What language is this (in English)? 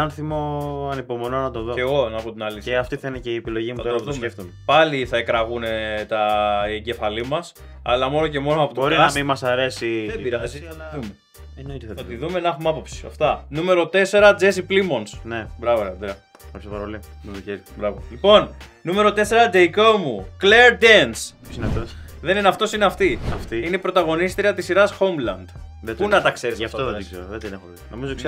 Greek